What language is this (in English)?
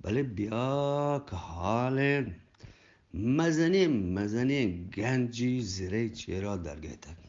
Eastern Balochi